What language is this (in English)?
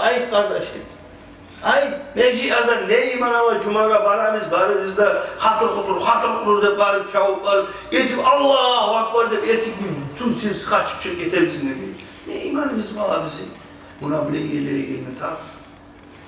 Kumyk